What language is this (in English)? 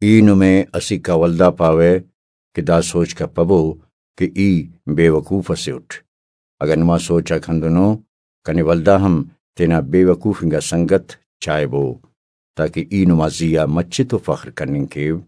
Brahui